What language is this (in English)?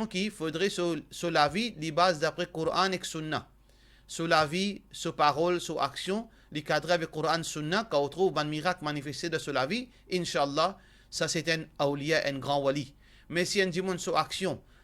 Morisyen